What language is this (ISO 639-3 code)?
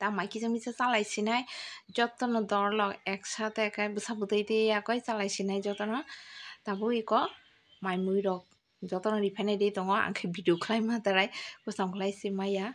trp